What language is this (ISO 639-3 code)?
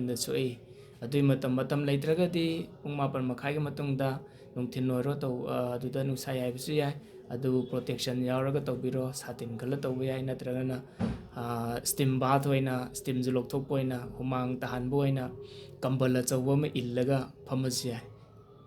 mni